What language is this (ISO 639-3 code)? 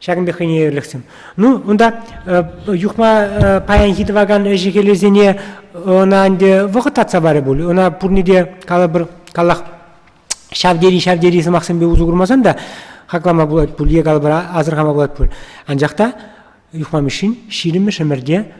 chv